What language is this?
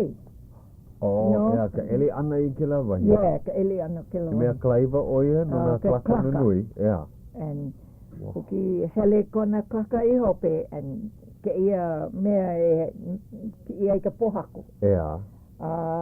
Hawaiian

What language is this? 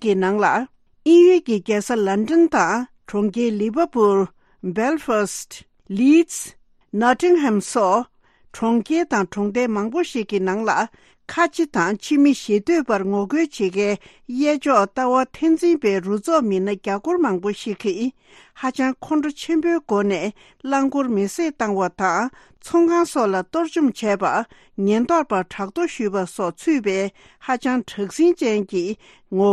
Tibetan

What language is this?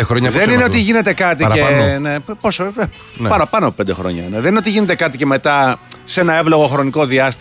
Greek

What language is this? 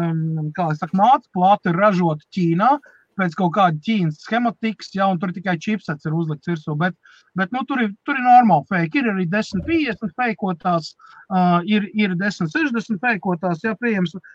Latvian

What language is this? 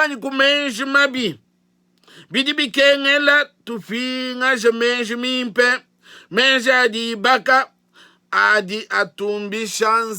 Luba-Lulua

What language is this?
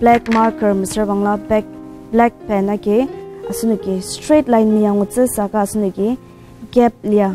Ao Naga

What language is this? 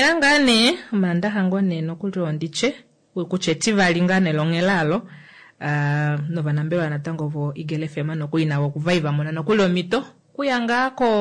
Kuanyama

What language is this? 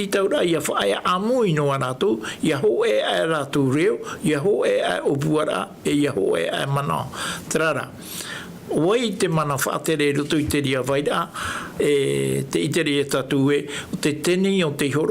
Tahitian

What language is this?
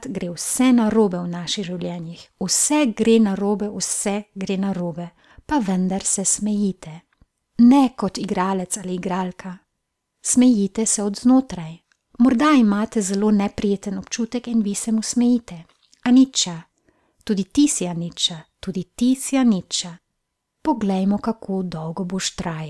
Slovenian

